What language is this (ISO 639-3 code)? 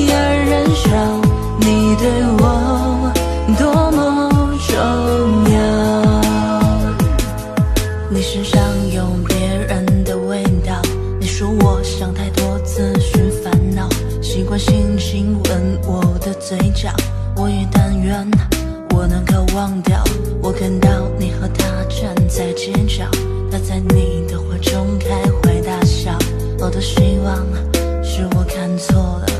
zho